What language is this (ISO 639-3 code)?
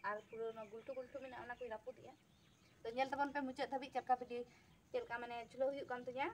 sat